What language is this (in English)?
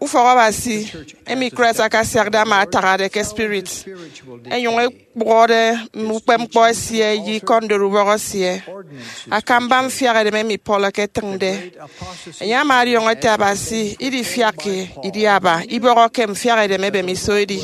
Efik